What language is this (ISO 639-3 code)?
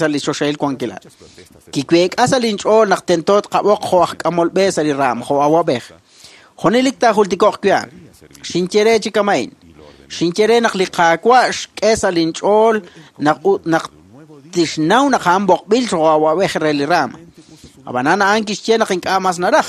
kek